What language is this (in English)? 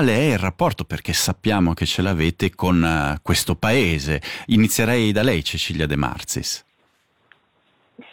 Italian